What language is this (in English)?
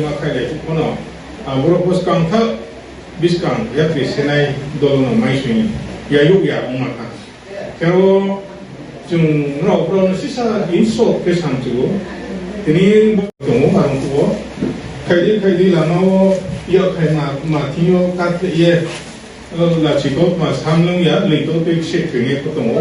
Riang (India)